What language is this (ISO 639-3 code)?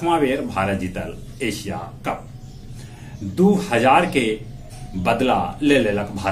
mag